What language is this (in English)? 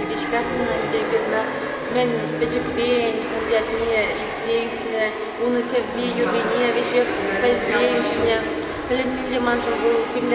Chuvash